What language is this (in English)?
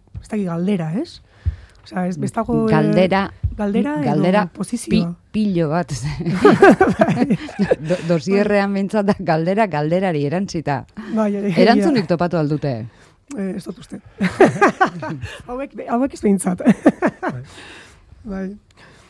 Basque